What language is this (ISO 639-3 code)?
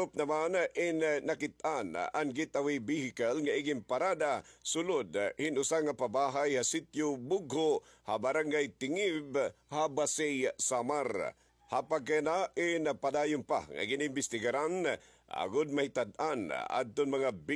war